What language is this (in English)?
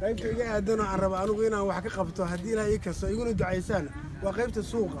Somali